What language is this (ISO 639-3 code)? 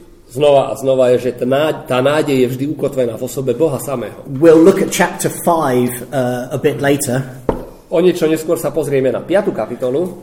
slk